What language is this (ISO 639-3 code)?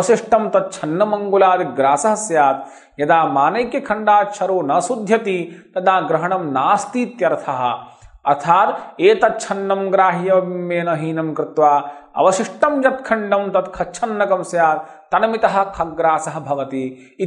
san